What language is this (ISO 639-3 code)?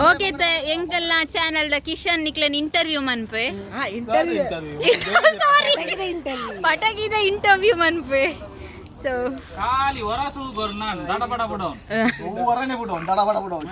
tcy